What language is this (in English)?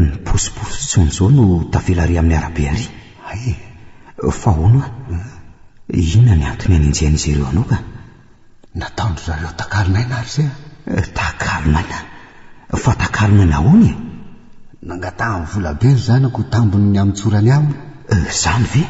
Malagasy